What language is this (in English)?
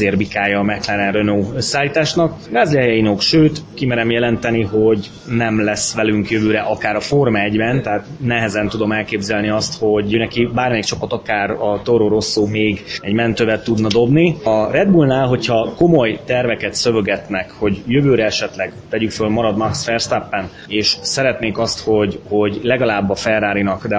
Hungarian